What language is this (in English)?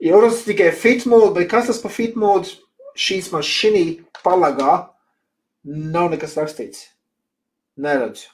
Latvian